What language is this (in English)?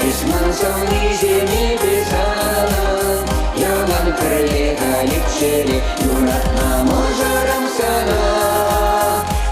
Chuvash